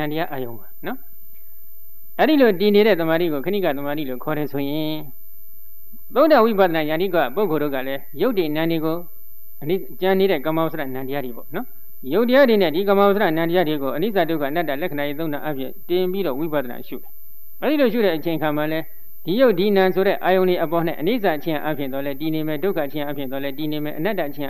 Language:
Burmese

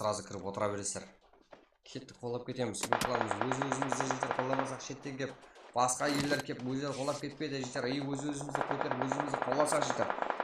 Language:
Kara-Kalpak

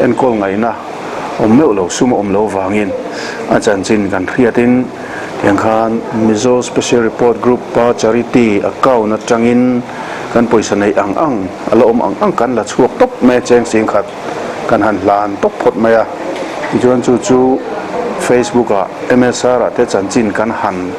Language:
Mizo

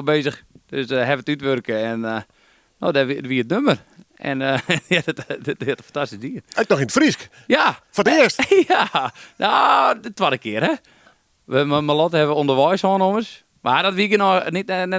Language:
Western Frisian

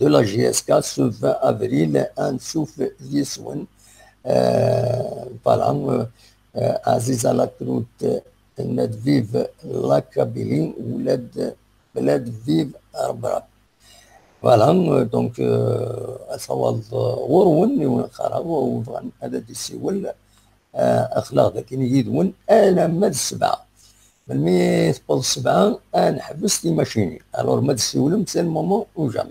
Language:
Kabyle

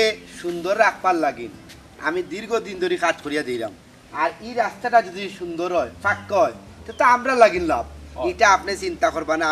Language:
Sylheti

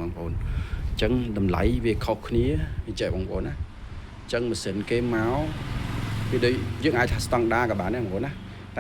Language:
Khmer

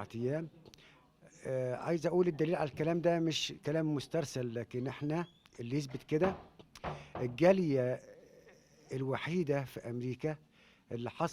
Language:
Egyptian Arabic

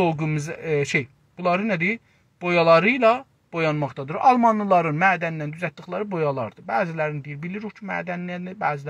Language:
South Azerbaijani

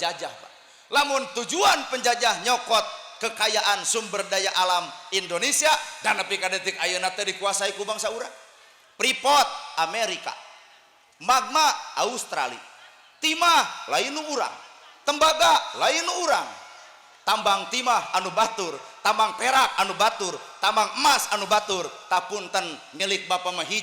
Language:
Sundanese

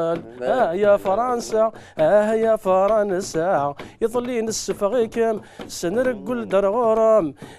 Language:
Kabyle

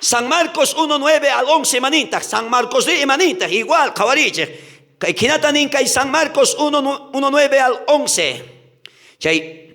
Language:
South Bolivian Quechua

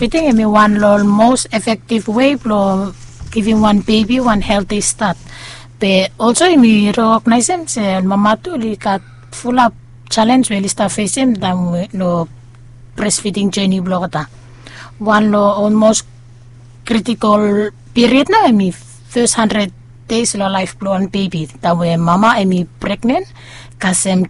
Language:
Bislama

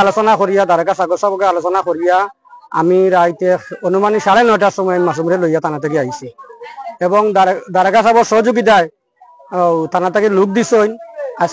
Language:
Sylheti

